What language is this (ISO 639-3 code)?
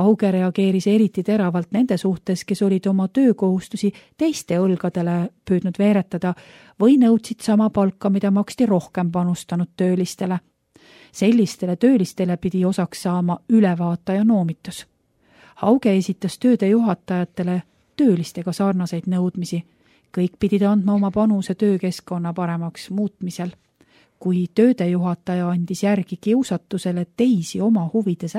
est